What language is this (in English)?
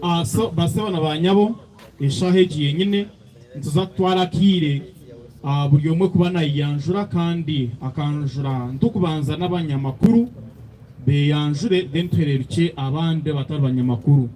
Nyankole